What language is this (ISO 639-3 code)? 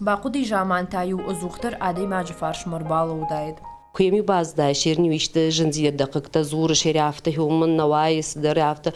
oss